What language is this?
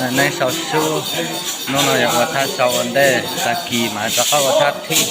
Hmong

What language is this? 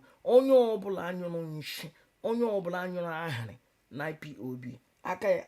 Igbo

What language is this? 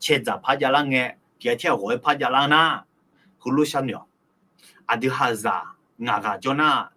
Akha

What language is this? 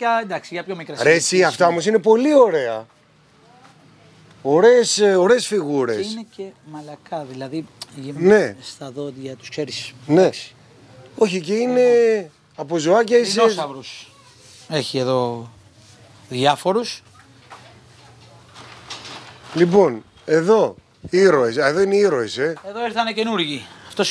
Greek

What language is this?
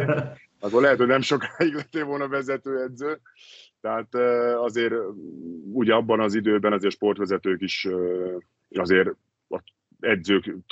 Hungarian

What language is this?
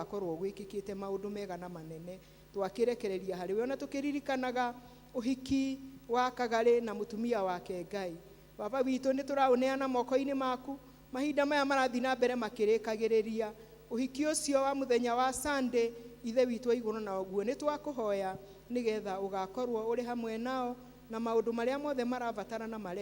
Kikuyu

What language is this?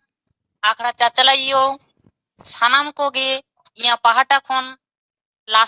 Santali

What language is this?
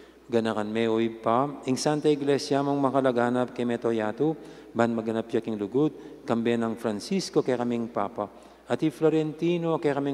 Pampanga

